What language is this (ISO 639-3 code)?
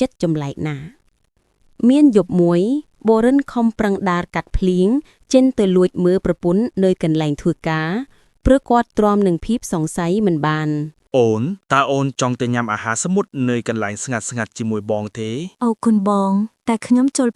khm